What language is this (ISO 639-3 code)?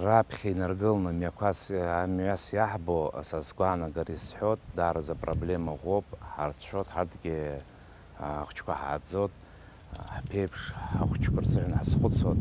abk